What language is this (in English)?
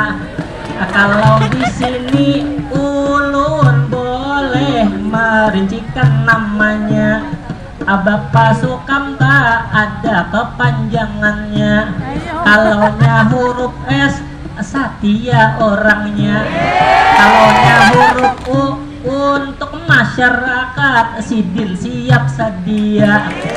Banjar